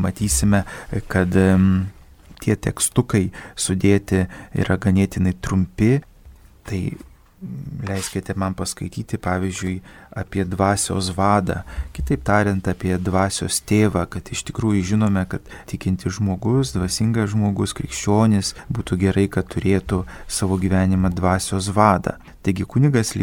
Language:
Lithuanian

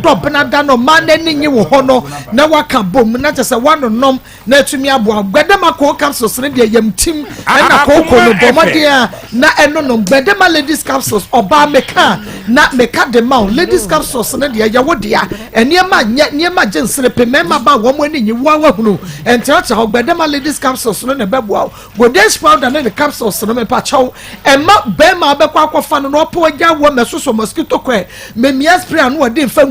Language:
Akan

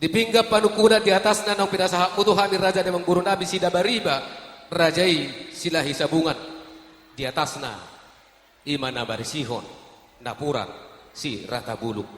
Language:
Batak Toba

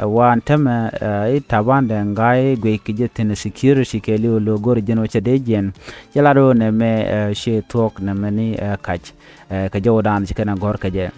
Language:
Nuer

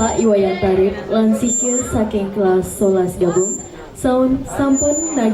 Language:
Balinese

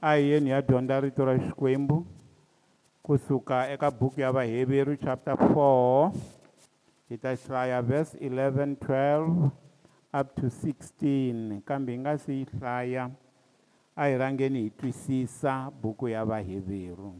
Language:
Tsonga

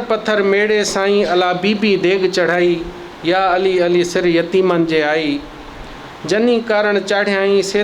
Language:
Sindhi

